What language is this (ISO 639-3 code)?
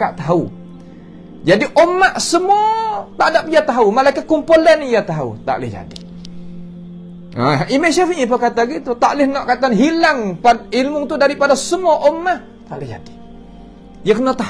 msa